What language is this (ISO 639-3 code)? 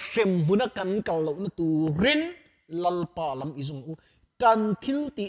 lus